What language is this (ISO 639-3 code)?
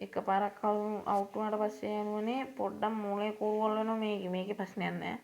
sin